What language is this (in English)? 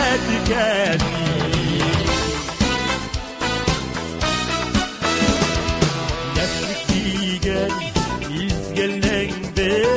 Tatar